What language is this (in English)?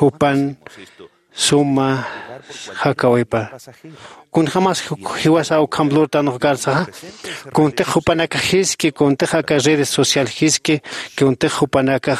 Aymara